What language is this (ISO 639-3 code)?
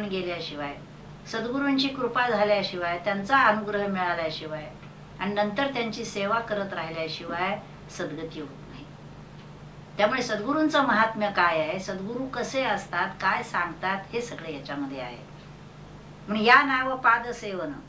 mar